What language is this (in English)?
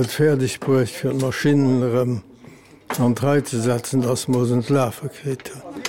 Luxembourgish